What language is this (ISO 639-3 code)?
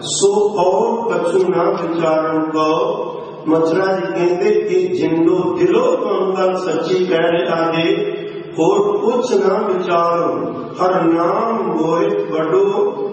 pan